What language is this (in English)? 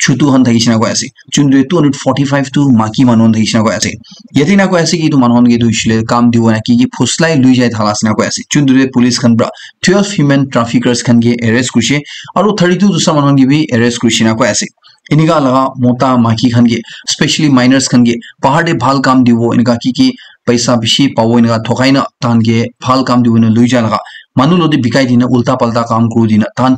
Naga Pidgin